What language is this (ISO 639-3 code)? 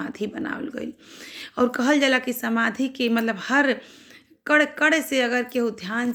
bho